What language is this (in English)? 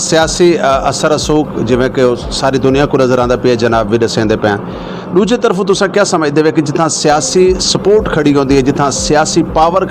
Saraiki